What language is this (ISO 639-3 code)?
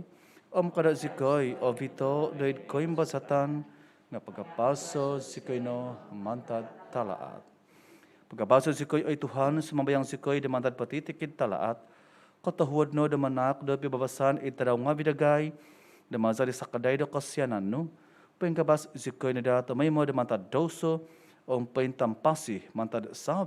dtp